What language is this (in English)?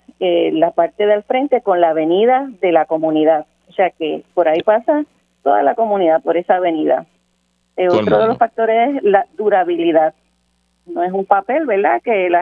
Spanish